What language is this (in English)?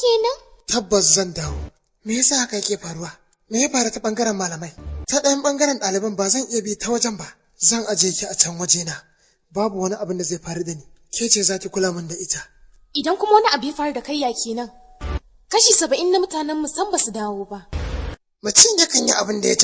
Hausa